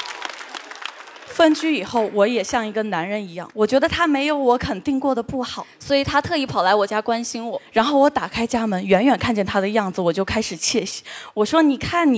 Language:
Chinese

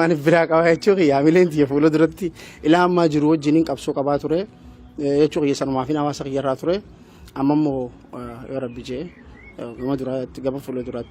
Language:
Oromo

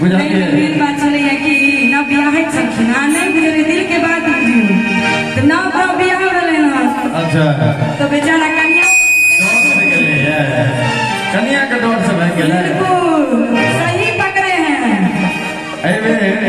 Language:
Maithili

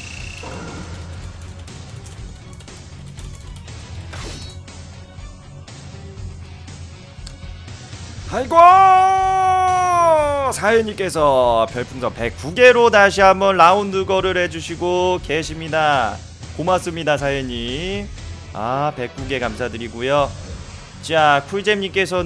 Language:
Korean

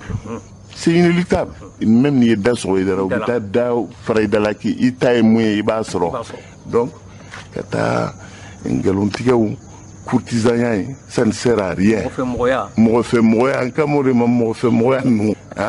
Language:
Bambara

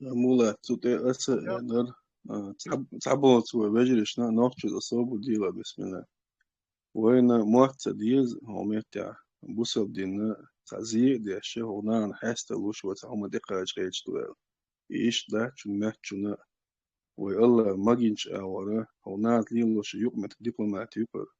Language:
Chechen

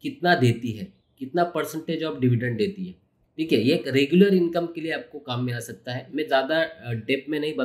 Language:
Hindi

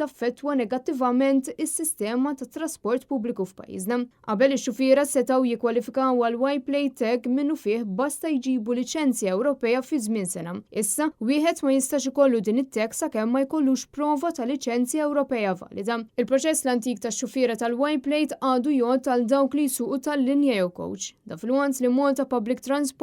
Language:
Maltese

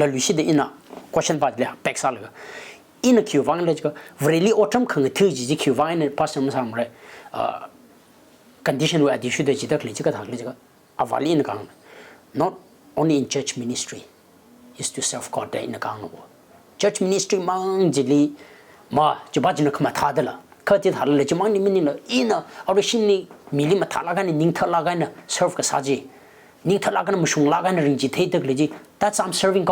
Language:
Tangkhul Naga (India)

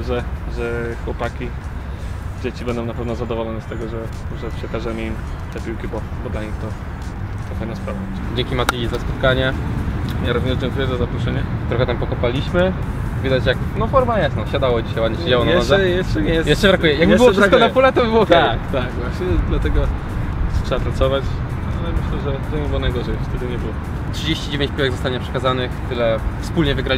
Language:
Polish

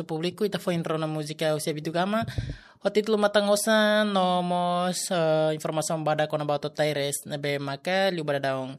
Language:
Tetum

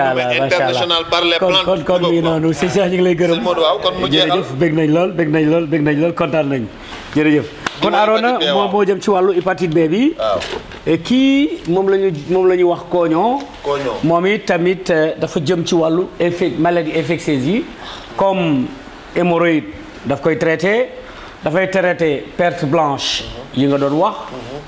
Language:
Wolof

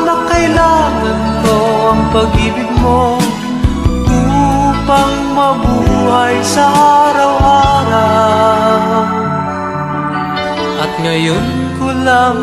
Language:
Filipino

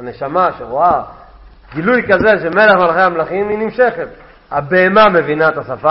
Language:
Hebrew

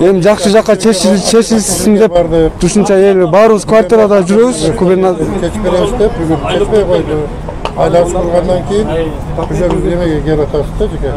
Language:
Kyrgyz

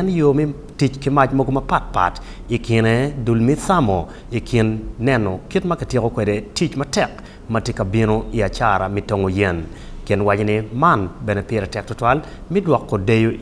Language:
Acoli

